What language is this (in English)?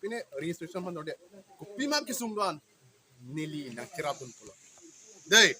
Karbi